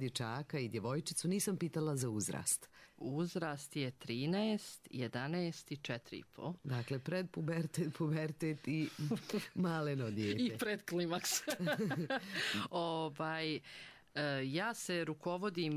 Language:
Bosnian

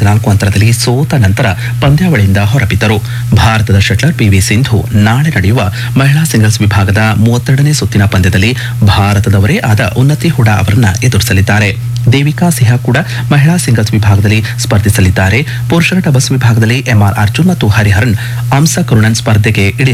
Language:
Kannada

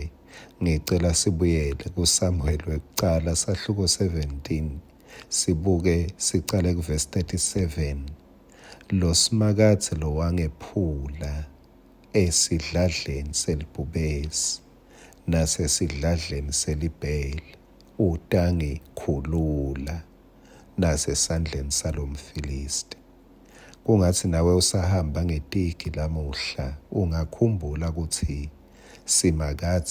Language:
Swati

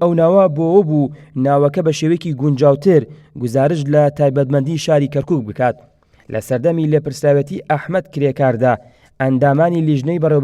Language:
Central Kurdish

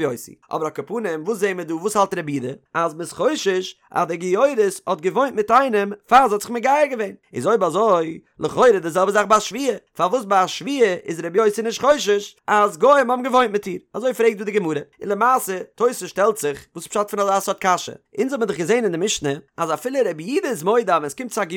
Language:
Yiddish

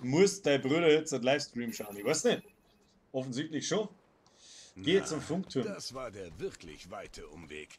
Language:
Bavarian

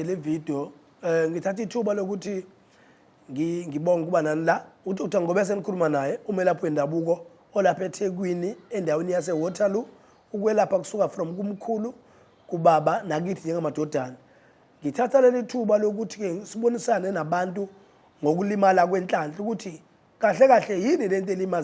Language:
Zulu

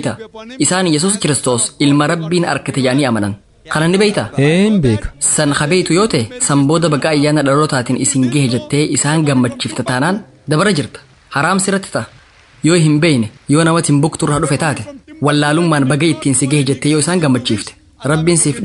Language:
Oromo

